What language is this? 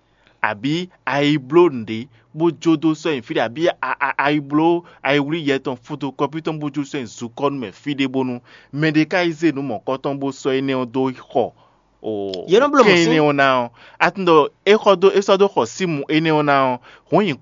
Fon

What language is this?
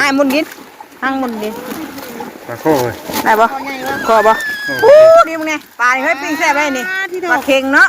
Northeastern Thai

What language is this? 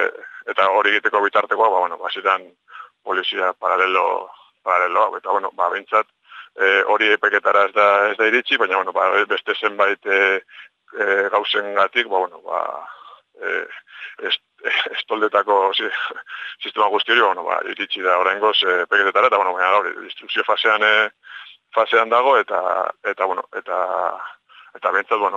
Basque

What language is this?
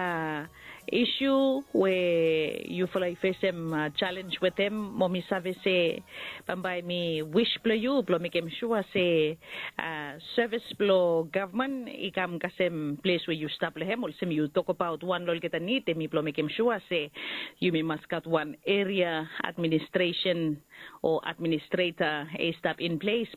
Bislama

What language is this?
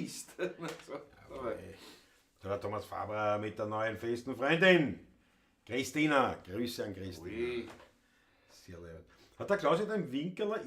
Bavarian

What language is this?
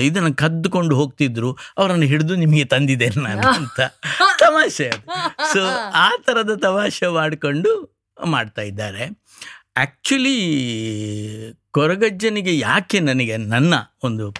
Kannada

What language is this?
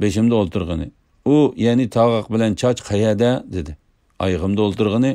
Uyghur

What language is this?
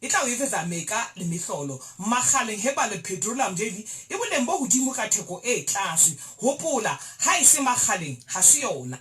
Southern Sotho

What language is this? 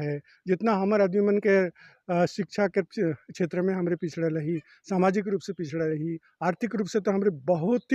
Sadri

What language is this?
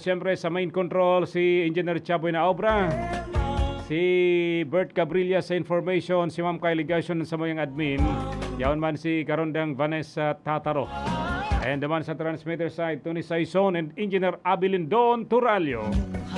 Bikol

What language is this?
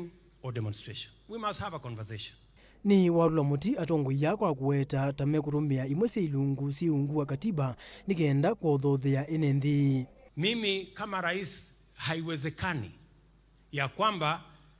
Kamba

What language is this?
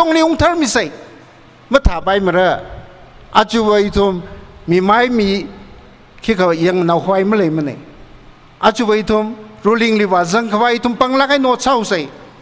Tangkhul Naga (India)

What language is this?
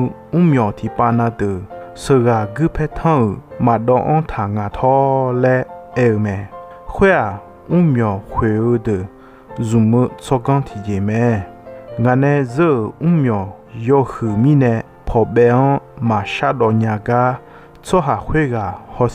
Akha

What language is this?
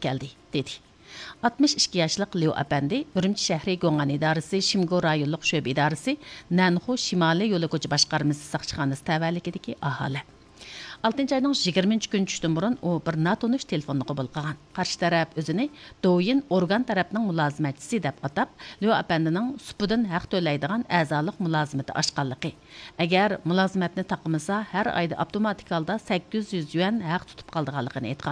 Uyghur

